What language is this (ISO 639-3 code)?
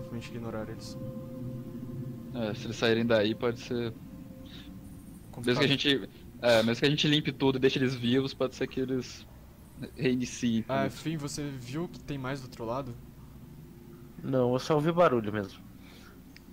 por